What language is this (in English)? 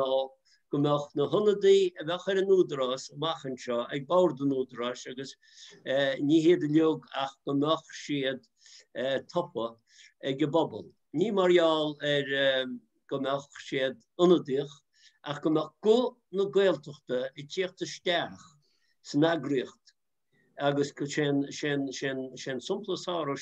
Irish